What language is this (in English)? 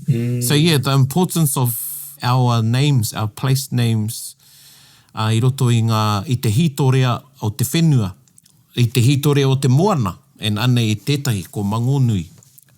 Māori